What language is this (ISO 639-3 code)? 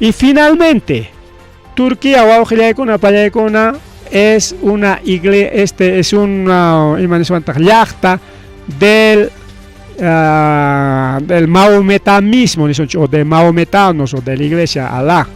quy